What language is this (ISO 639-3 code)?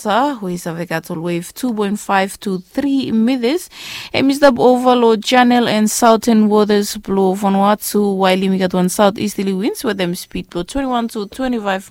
bis